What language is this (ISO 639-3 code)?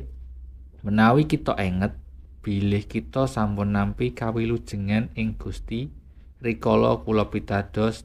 jav